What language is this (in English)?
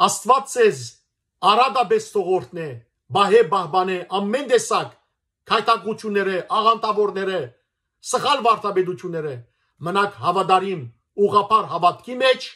Western Armenian